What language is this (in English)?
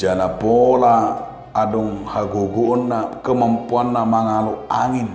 Batak Toba